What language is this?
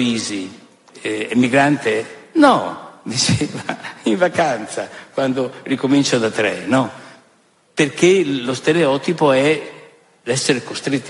Italian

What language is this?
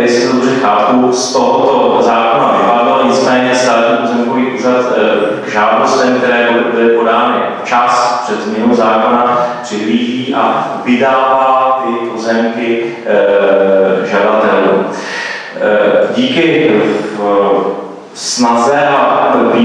Czech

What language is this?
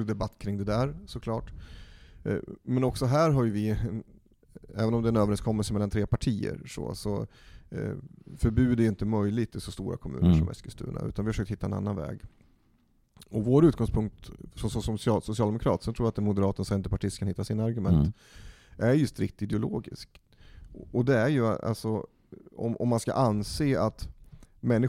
Swedish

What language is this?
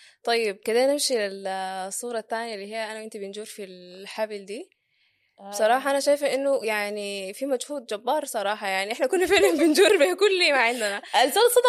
Sudanese Arabic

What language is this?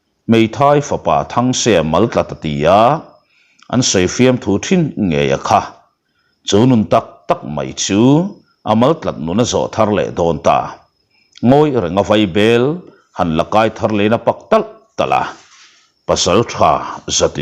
Mizo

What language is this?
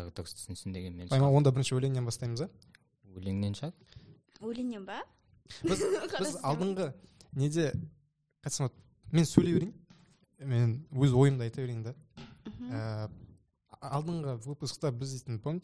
Kazakh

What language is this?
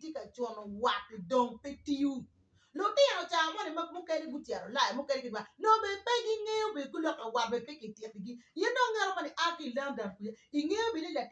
Acoli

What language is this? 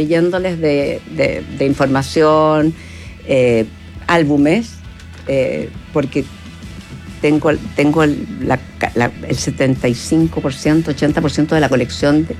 Spanish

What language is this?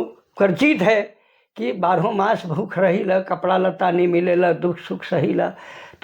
Sadri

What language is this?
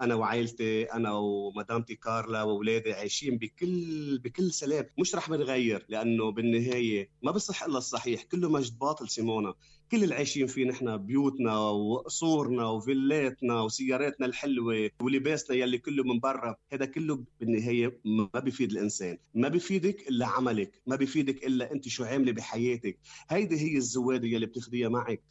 North Levantine Arabic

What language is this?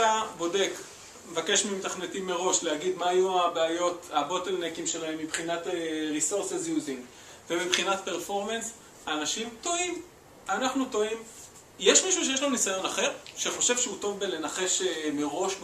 Hebrew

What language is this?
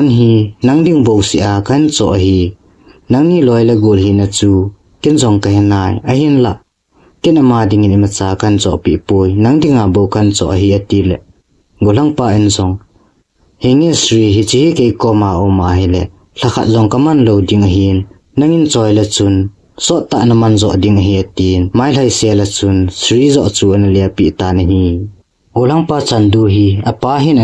Thado Chin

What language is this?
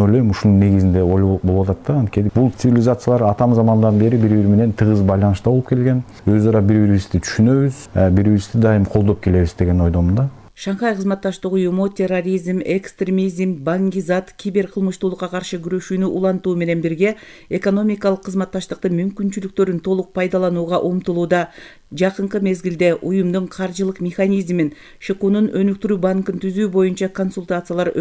Kyrgyz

